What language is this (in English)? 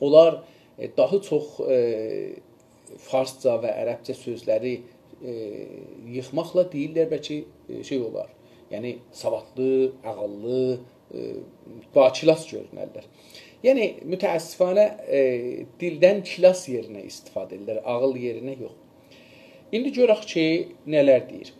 South Azerbaijani